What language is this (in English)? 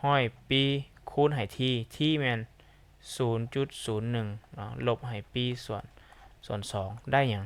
Lao